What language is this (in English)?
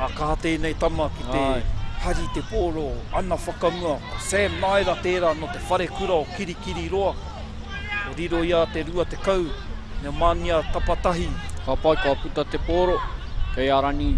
Māori